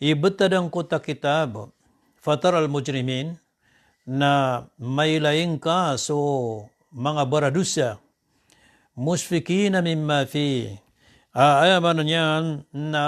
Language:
Maranao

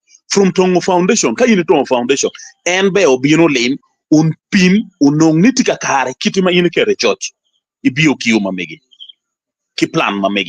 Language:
Acoli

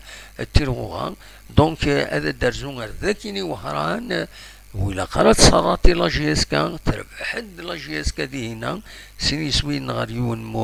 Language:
Kabyle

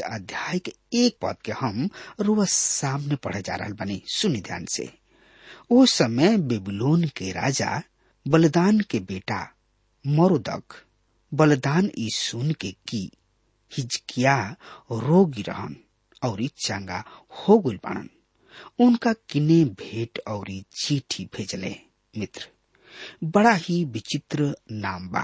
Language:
Bhojpuri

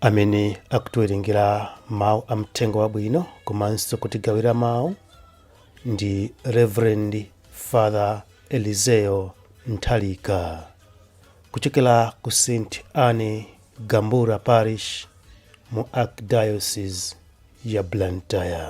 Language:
Nyanja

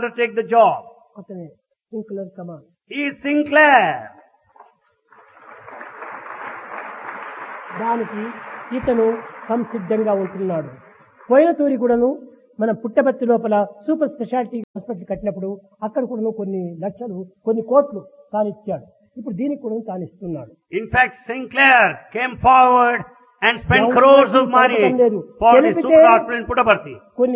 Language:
Telugu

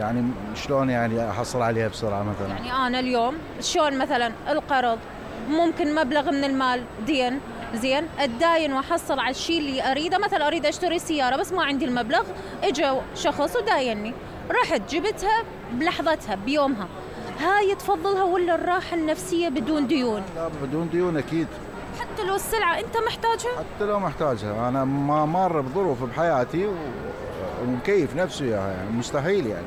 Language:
Mesopotamian Arabic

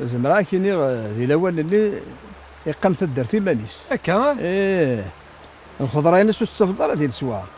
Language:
Kabyle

